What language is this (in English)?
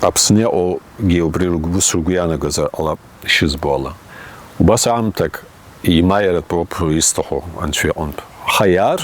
Abkhazian